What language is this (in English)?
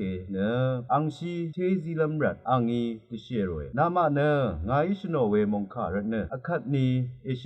Rawang